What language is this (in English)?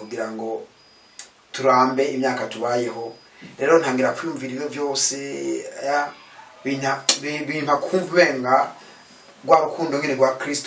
Rundi